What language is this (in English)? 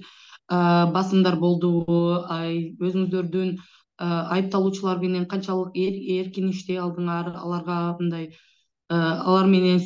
Kyrgyz